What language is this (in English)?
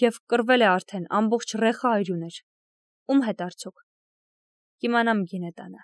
Armenian